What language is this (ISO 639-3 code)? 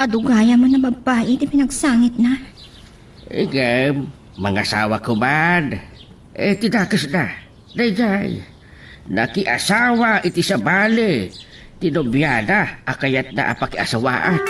ilo